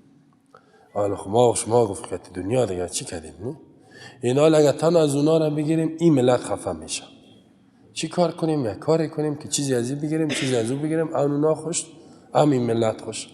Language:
Persian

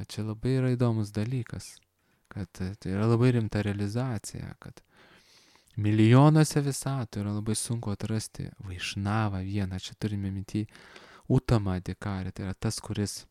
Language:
Lithuanian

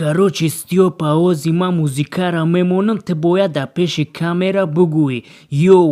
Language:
Tajik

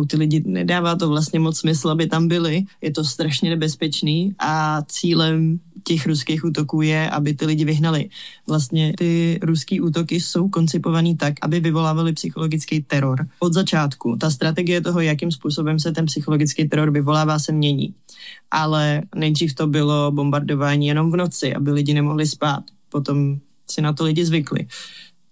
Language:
Czech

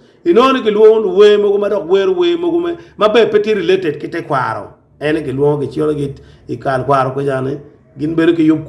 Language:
Acoli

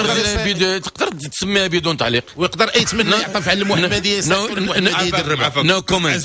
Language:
Moroccan Arabic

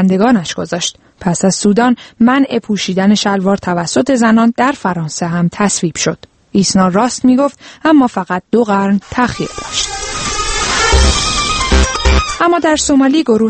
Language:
Persian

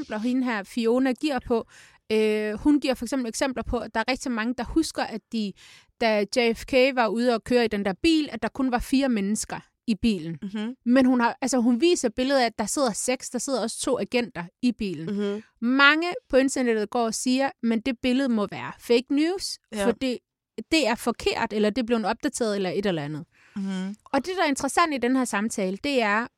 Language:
Danish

